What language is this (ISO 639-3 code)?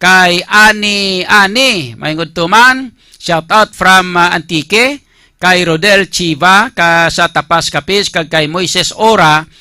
hil